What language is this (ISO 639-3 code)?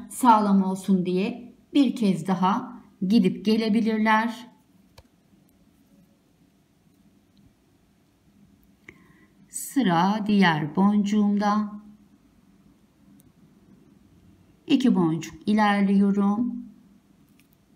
tur